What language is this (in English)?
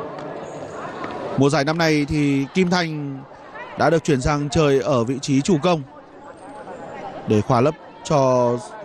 Vietnamese